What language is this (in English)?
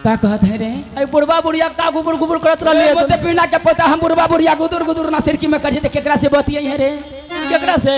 Maithili